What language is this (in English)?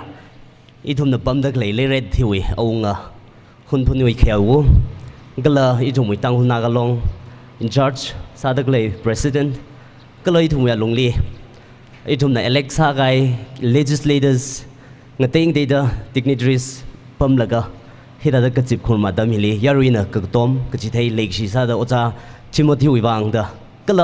Tangkhul Naga (India)